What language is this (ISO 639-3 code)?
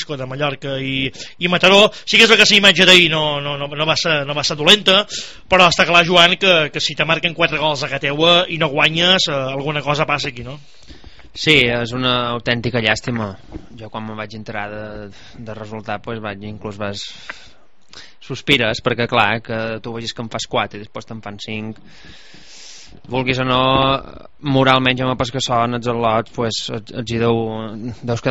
cat